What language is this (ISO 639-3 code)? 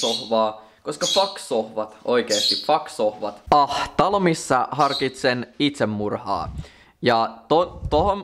fin